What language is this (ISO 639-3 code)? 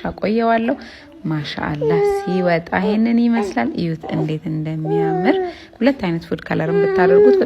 amh